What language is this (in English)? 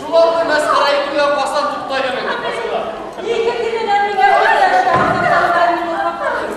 Bashkir